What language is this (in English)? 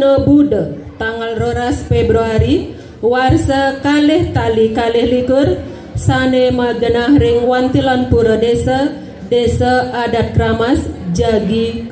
Balinese